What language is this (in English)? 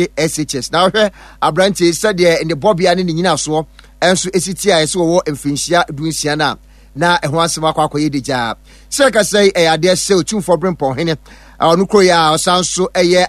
Akan